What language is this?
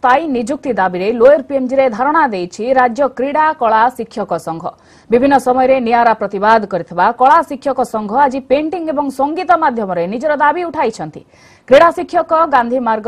Odia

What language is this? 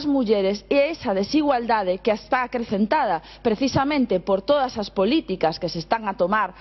Galician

